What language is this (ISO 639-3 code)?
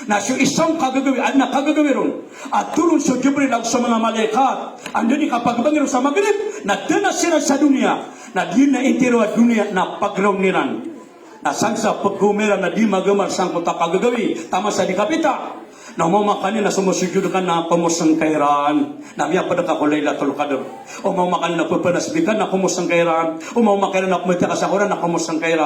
mrw